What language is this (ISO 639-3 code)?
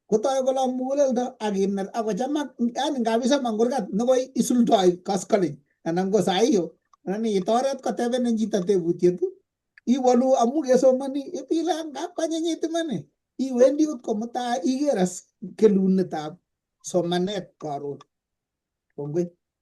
kln